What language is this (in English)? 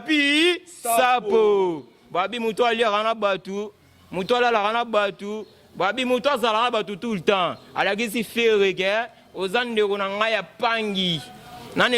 Lingala